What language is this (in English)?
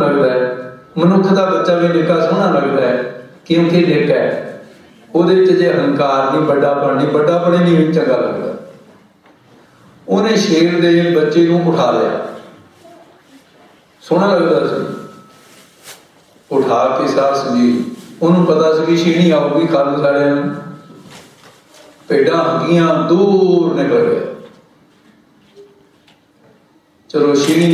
Punjabi